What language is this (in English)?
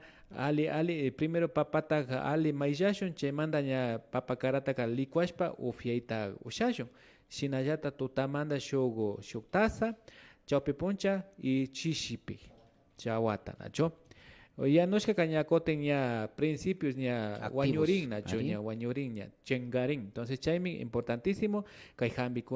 Imbabura Highland Quichua